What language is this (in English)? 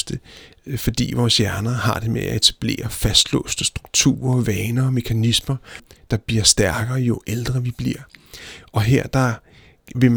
Danish